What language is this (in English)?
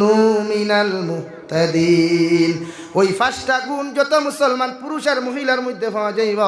Sylheti